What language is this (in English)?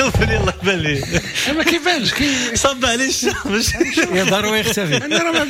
Moroccan Arabic